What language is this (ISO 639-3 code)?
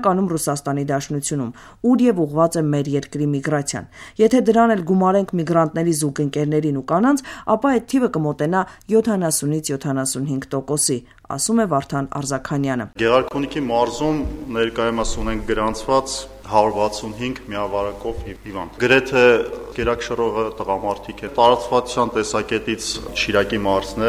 hye